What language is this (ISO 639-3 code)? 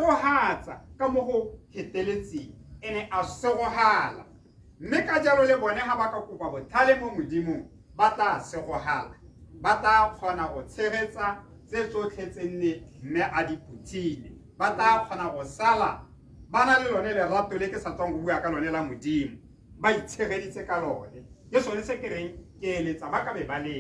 tsn